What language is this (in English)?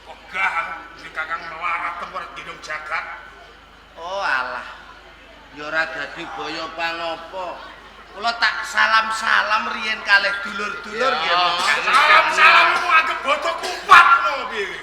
Javanese